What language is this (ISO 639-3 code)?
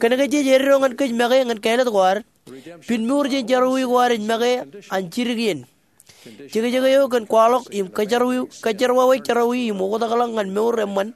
mah